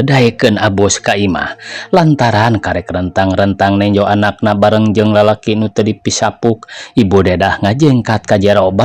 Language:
Sundanese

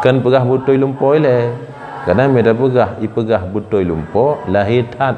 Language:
Achinese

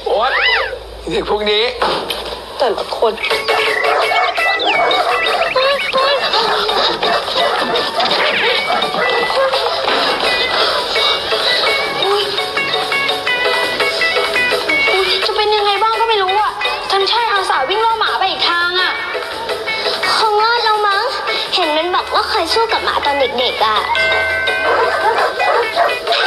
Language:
Thai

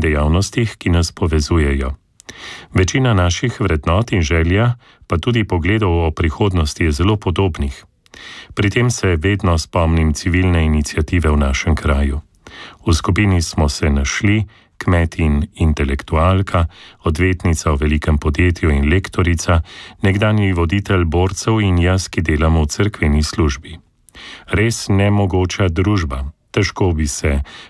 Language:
Slovenian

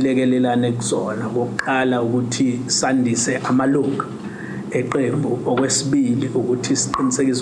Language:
Zulu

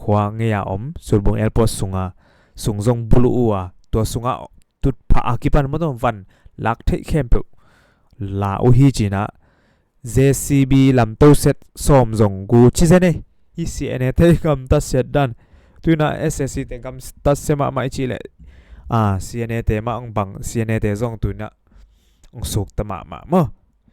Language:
Tedim Chin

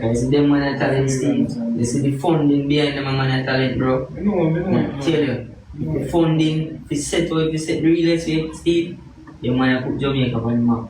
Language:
Jamaican Creole English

